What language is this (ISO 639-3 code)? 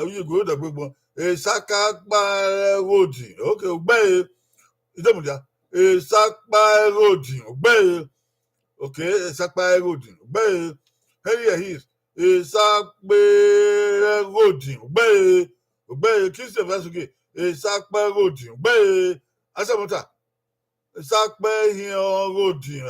bin